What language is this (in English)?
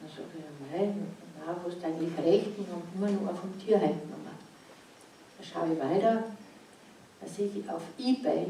Bavarian